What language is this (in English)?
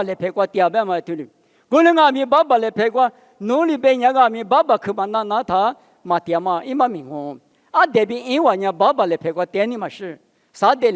Lisu